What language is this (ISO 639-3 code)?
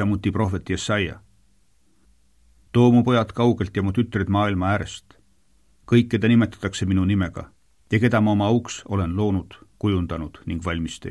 est